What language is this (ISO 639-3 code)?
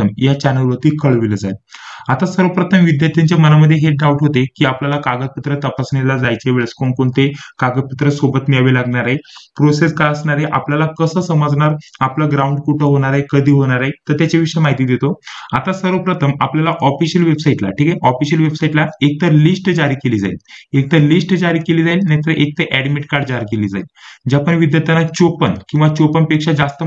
mar